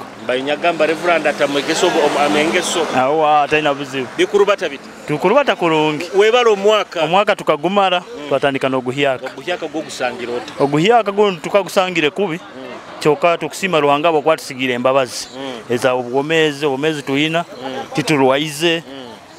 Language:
Nyoro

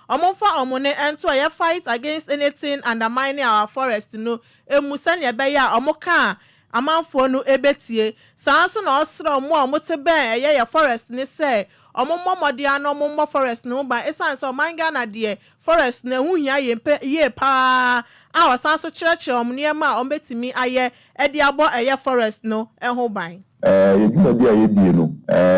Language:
Akan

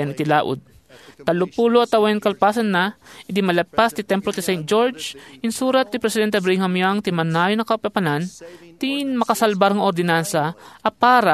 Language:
Iloko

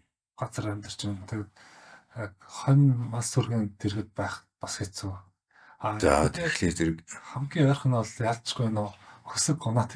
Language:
Mongolian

